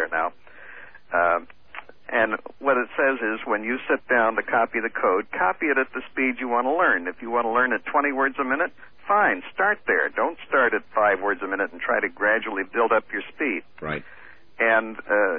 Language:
English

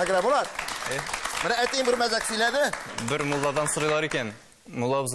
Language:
Tatar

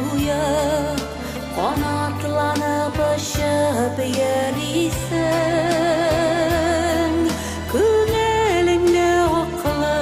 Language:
Bashkir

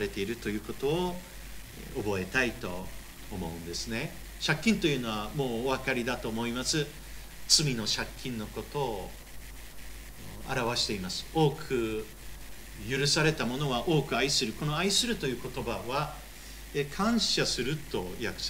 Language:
Japanese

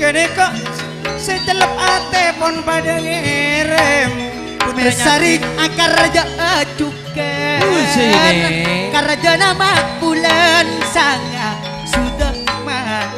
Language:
Madurese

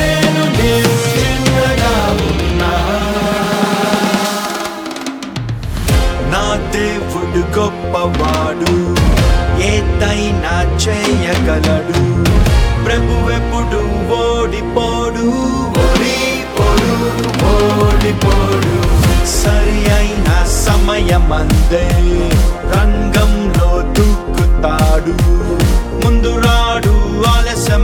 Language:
Telugu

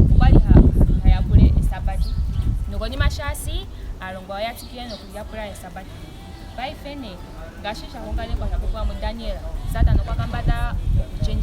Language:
Ndonga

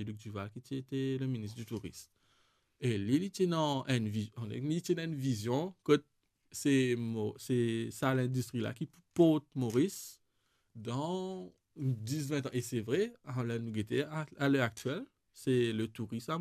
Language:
Morisyen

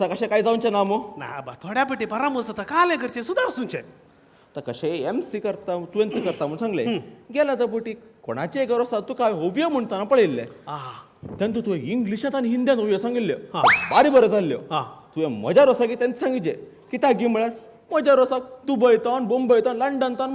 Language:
Konkani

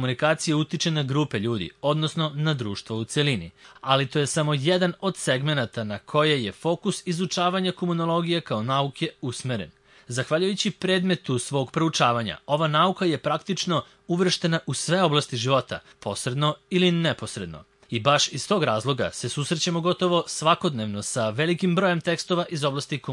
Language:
Serbian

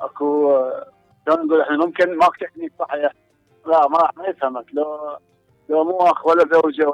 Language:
Mesopotamian Arabic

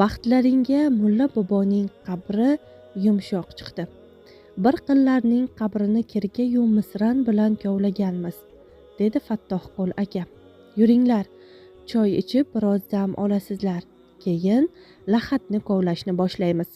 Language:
Uzbek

